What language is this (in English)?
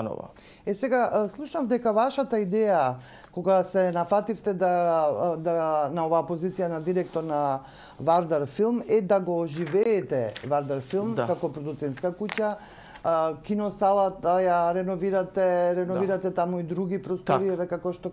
Macedonian